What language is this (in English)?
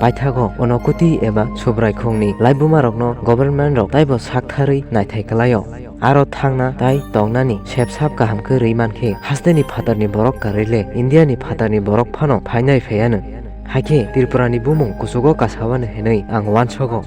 Kok Borok